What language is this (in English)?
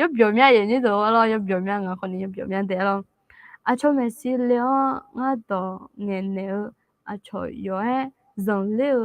Akha